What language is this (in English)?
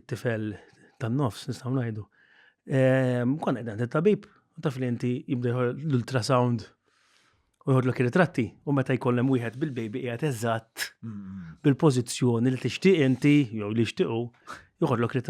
Maltese